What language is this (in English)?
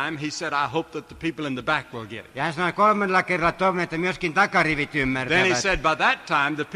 Finnish